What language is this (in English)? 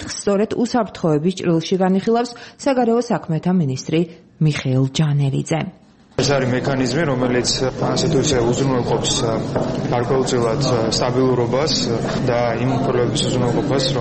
Georgian